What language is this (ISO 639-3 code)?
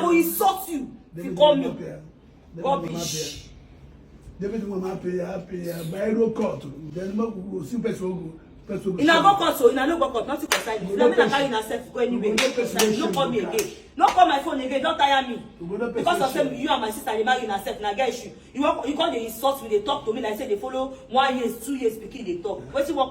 pcm